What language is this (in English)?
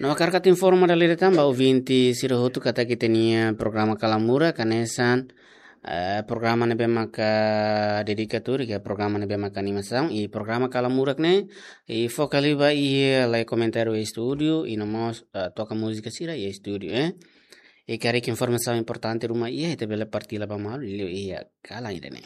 Tetum